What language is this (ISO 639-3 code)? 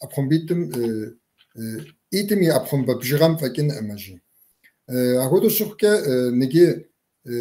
kbd